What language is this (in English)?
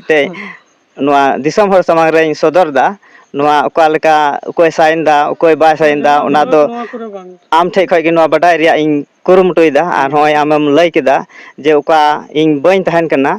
Santali